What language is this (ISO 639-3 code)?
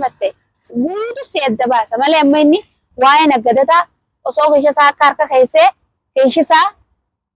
orm